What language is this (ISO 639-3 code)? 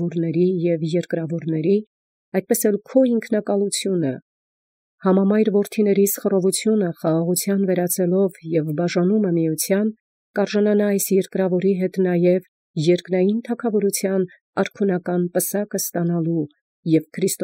hye